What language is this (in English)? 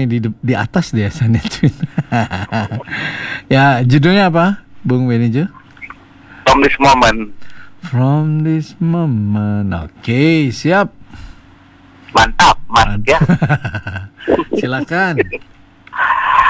Indonesian